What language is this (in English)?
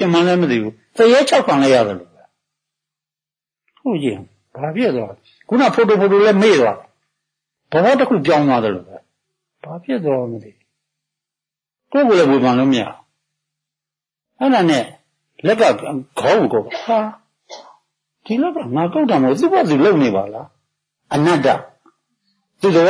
Burmese